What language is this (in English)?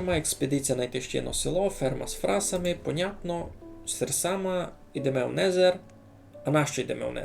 Rusyn